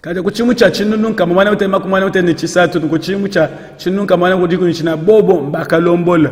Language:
Luba-Lulua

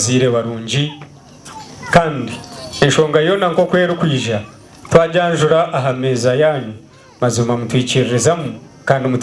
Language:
Nyankole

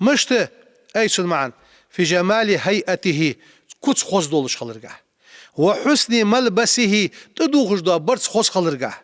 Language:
Ingush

